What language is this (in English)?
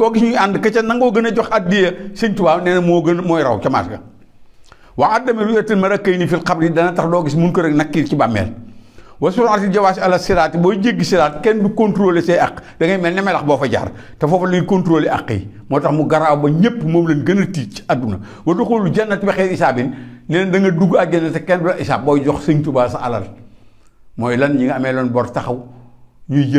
Wolof